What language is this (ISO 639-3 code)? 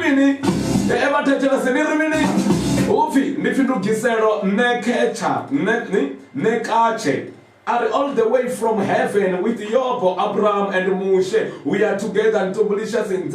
ven